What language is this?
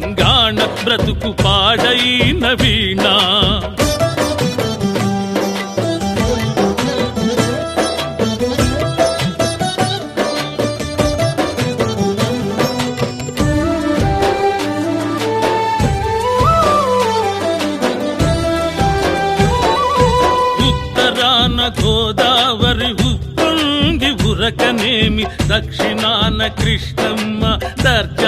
Telugu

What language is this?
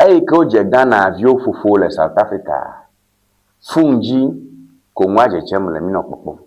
Ewe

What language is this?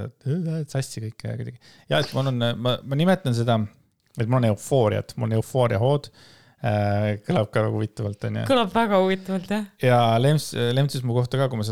Estonian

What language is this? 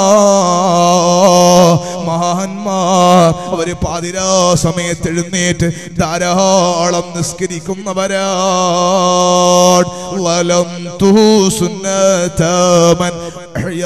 Malayalam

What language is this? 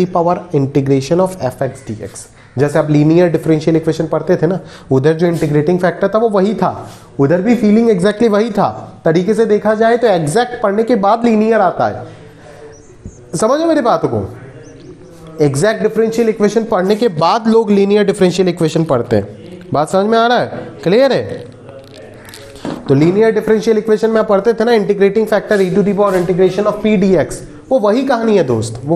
Hindi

